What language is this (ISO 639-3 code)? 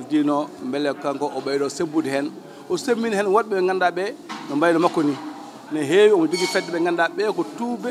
ful